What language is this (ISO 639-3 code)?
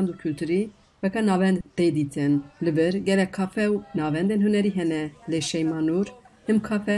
kur